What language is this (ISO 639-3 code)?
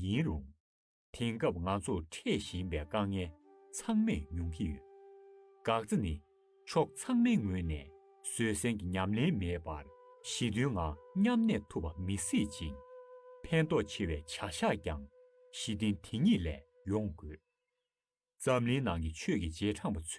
bod